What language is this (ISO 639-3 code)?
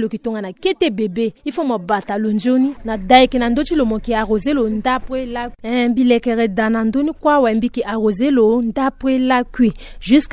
sag